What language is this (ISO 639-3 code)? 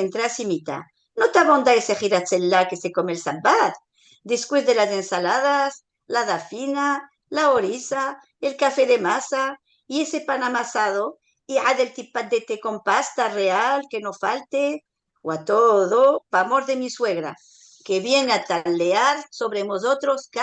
lad